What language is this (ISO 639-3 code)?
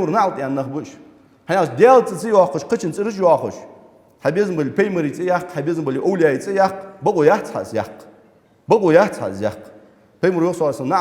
inh